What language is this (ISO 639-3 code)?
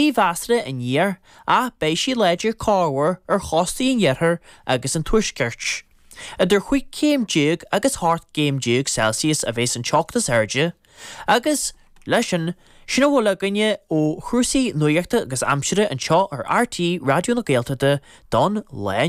gle